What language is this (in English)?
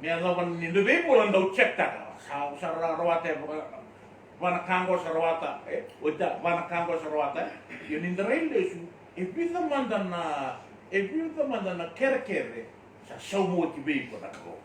Fijian